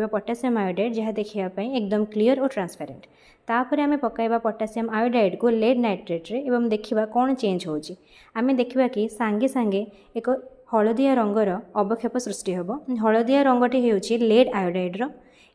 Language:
Odia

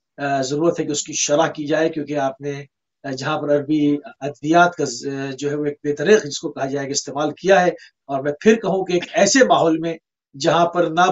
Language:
Urdu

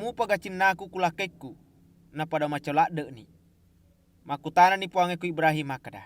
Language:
Buginese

